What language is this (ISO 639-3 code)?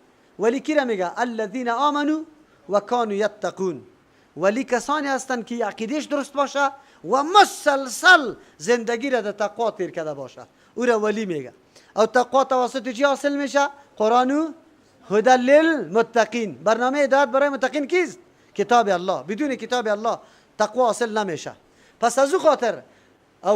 fas